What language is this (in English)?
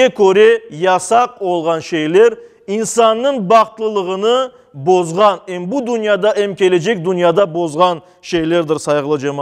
Crimean Tatar